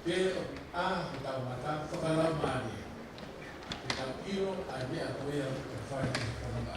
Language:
Tongan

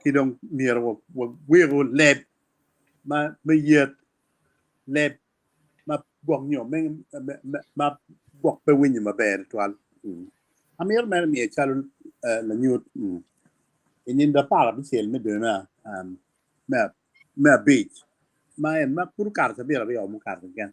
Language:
Acoli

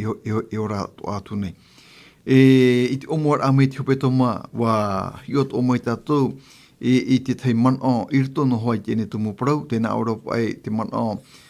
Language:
Tahitian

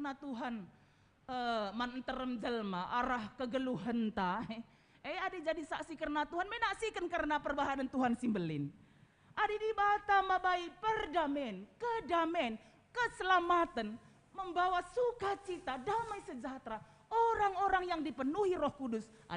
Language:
Batak Karo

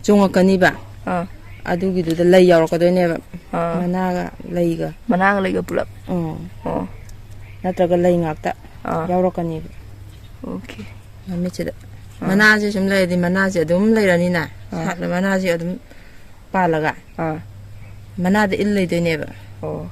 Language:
Manipuri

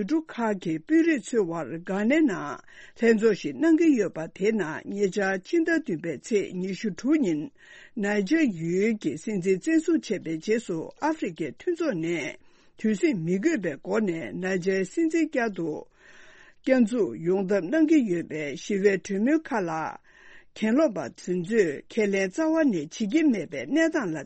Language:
Tibetan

